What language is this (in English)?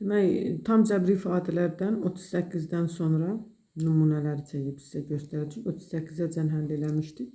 Azerbaijani